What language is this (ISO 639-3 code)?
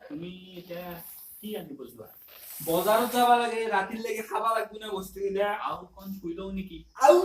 asm